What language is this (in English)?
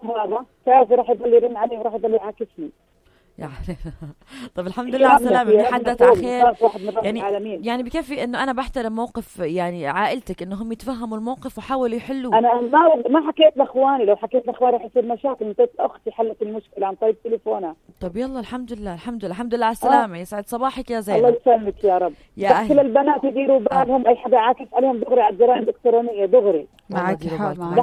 North Levantine Arabic